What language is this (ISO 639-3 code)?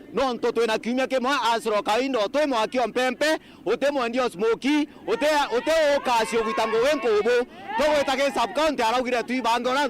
mer